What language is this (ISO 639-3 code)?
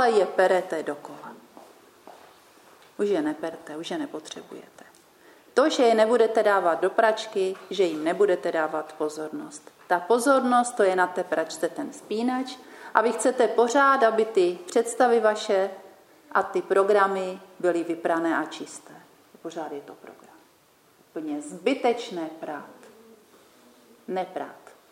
ces